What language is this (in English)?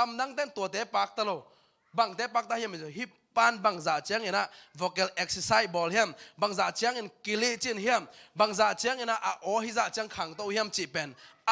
Tedim Chin